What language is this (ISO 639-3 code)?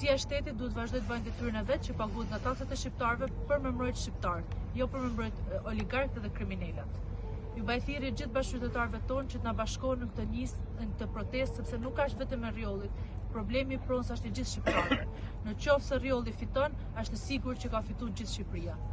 sqi